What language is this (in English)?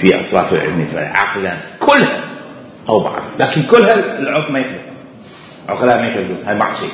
Mesopotamian Arabic